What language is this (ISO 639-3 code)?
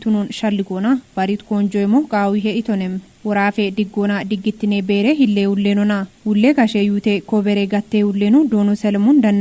kbr